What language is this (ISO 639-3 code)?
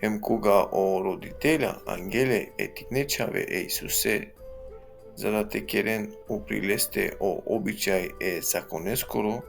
rmn